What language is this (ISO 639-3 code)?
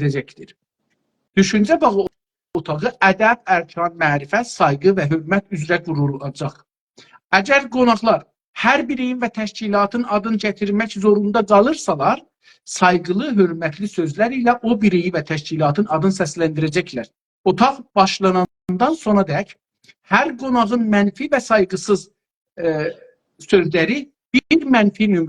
azb